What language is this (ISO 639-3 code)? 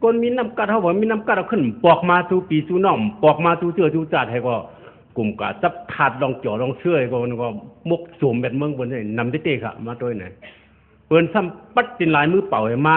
shn